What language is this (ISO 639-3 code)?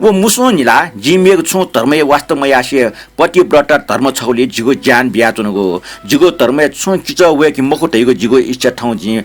new